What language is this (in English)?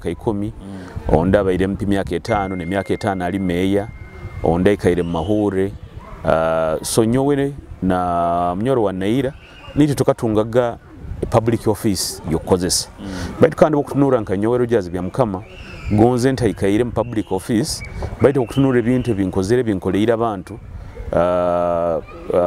Nyoro